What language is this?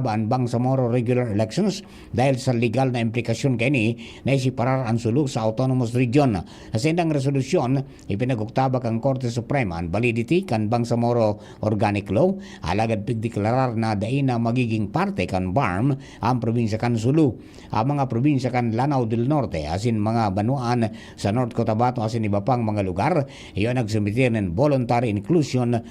Bikol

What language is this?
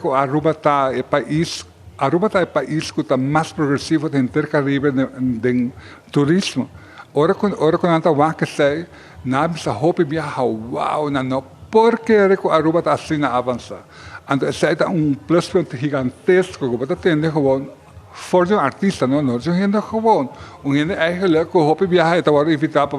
Papiamento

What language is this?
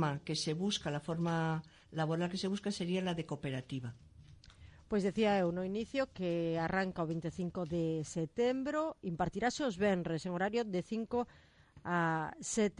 Galician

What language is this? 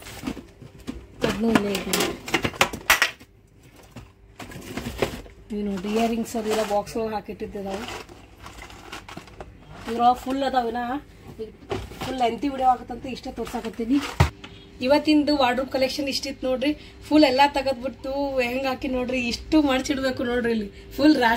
Kannada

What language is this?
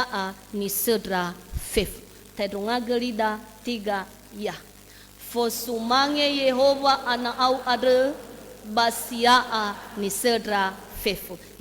Nias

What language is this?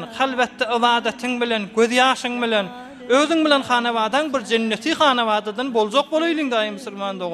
Turkmen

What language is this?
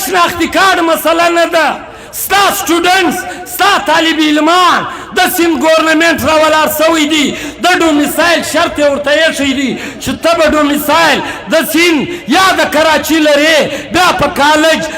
Pashto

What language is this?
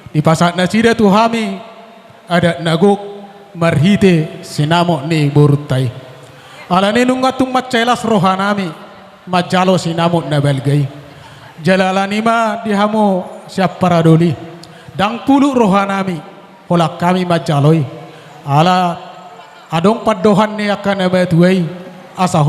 Batak Toba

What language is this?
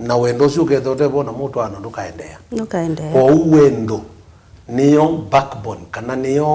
Kamba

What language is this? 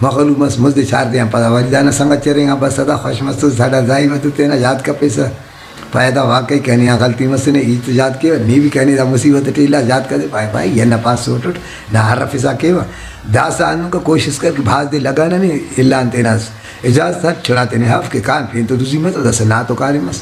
Brahui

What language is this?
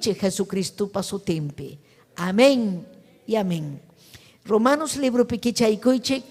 Ayacucho Quechua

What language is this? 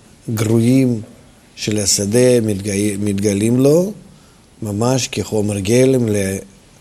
Hebrew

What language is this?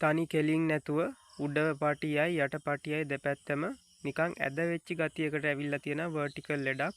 Sinhala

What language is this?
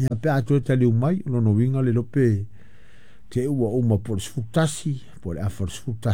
Samoan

